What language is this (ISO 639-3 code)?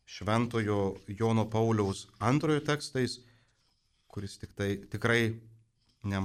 lit